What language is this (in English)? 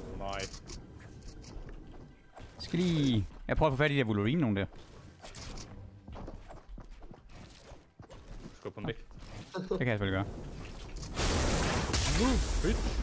Danish